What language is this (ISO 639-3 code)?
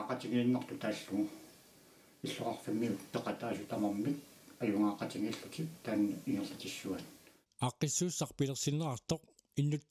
kal